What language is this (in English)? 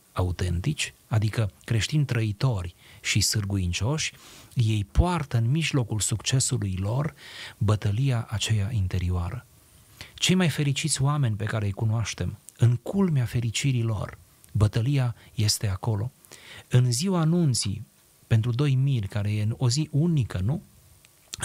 Romanian